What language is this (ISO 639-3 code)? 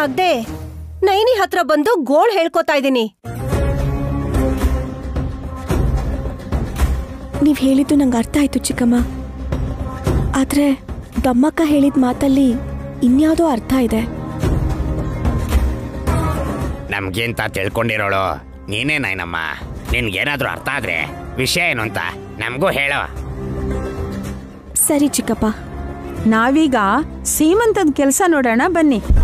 kan